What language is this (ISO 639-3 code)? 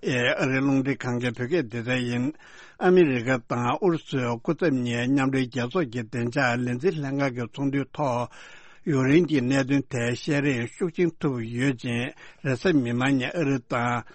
bod